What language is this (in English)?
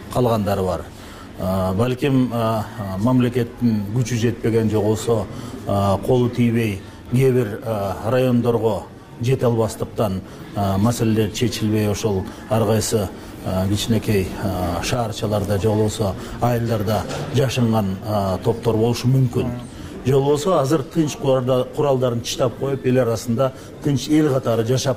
Kyrgyz